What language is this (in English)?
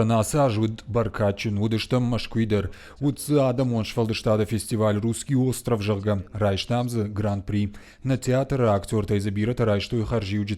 Ossetic